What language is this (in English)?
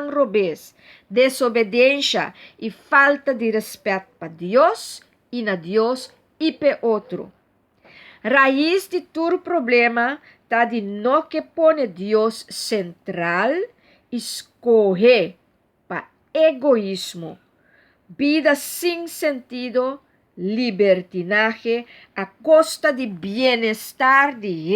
Papiamento